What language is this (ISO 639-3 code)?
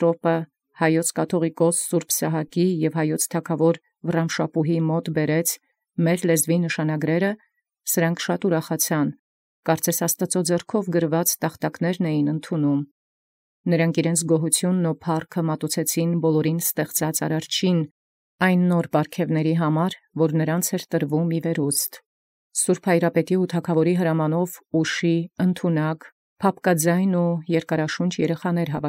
hye